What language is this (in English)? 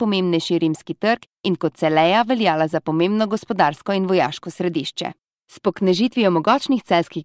Slovenian